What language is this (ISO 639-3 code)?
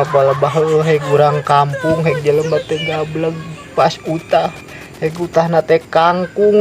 sun